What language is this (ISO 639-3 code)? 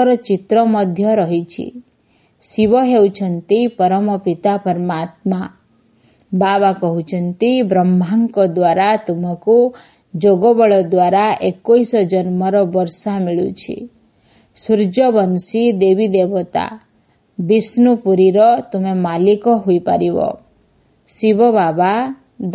ori